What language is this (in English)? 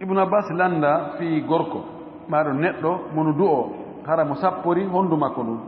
Fula